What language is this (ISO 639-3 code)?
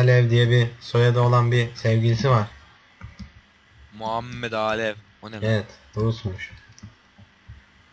tur